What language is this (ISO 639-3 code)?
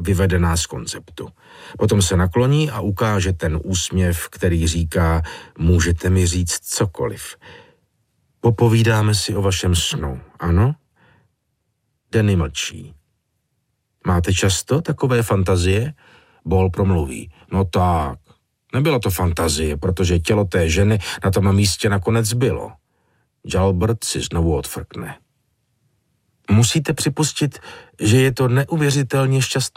ces